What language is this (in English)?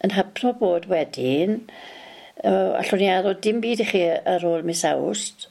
Welsh